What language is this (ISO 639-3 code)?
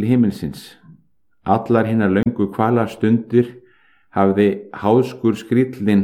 isl